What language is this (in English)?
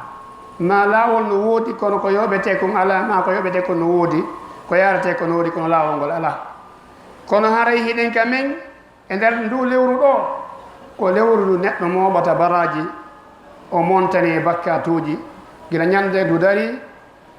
Fula